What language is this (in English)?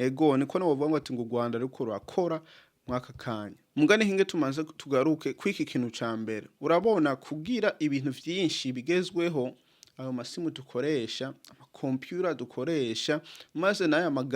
Rundi